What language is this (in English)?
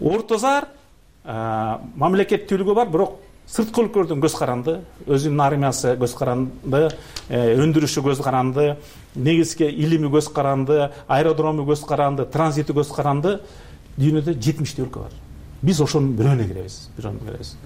Kyrgyz